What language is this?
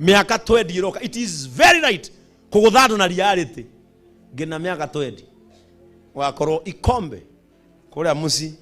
Kikuyu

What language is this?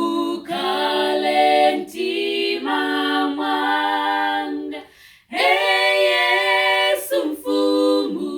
Nyanja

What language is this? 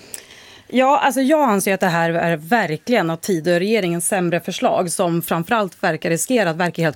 Swedish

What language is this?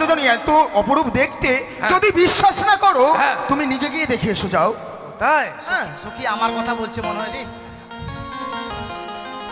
Bangla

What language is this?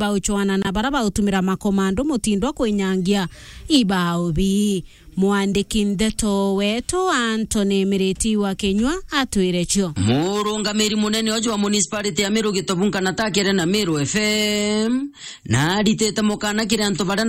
Meru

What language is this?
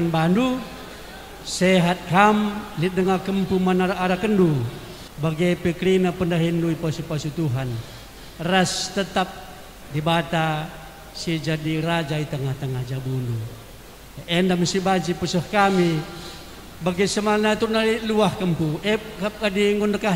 Batak Karo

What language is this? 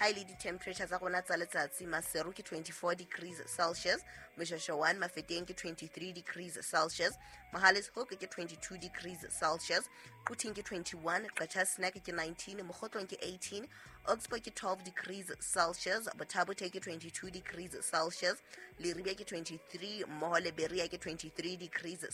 Southern Sotho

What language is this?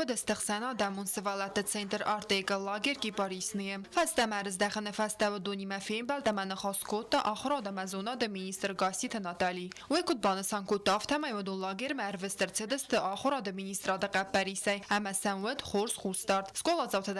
Ossetic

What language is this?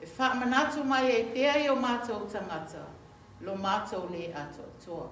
Samoan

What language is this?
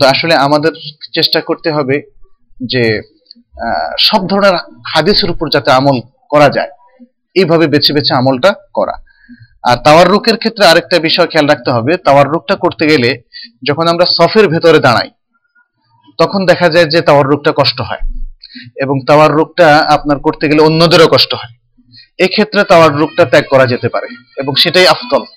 Bangla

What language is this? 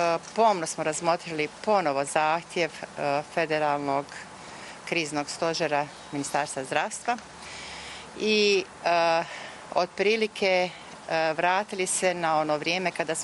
Croatian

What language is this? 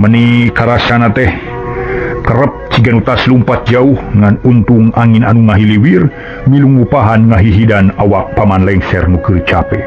Sundanese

